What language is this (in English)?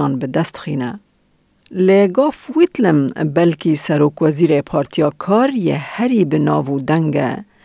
Kurdish